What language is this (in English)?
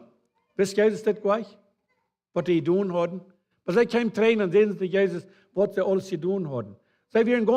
Plautdietsch